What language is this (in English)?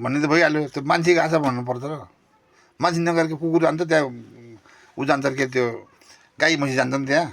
Nepali